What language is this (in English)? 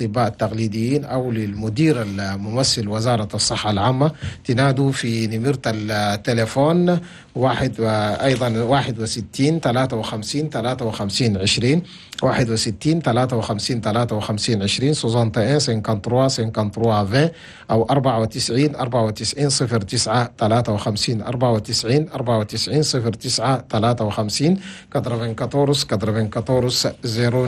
Chadian Arabic